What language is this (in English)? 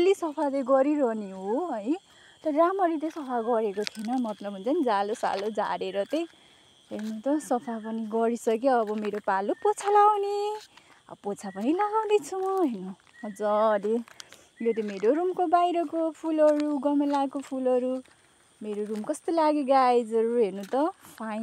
Nepali